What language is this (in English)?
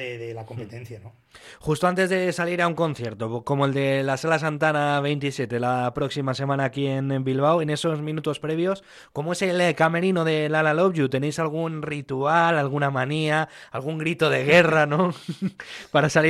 Spanish